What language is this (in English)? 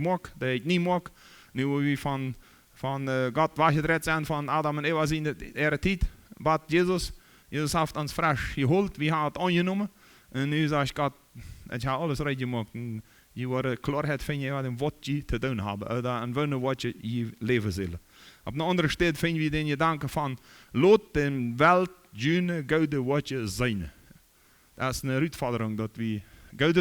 Plautdietsch